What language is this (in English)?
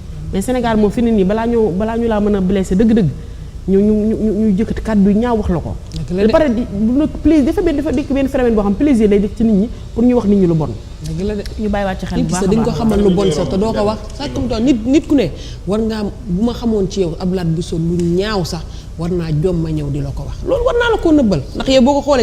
Wolof